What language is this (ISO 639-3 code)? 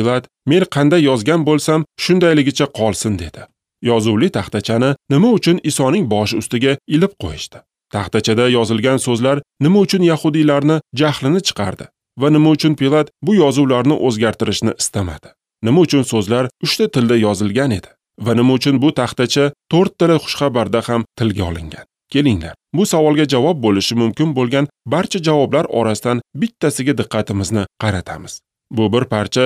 uzb